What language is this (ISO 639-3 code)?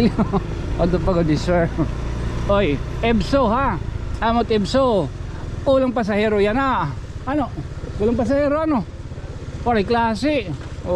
war